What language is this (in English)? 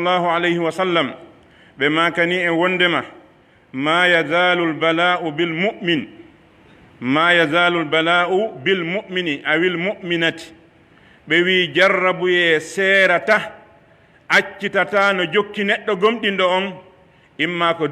Pular